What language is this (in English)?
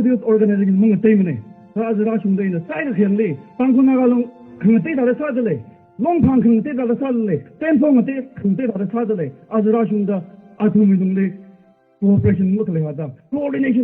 Tangkhul Naga (India)